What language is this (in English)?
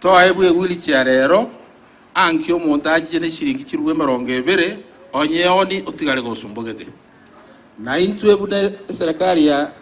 Gusii